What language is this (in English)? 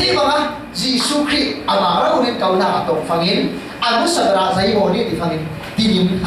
Falam Chin